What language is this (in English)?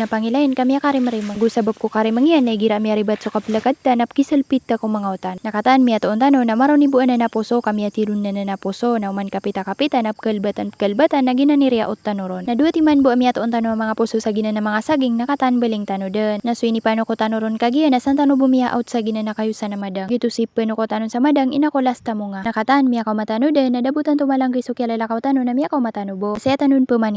Maranao